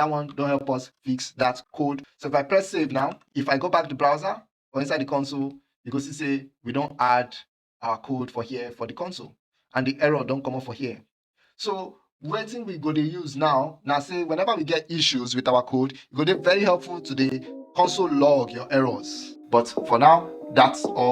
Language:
Nigerian Pidgin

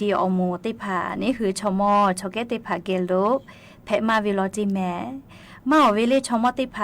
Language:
Lahu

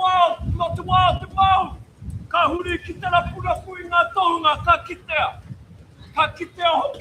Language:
Māori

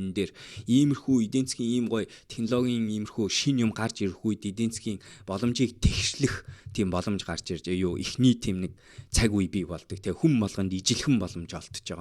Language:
Mongolian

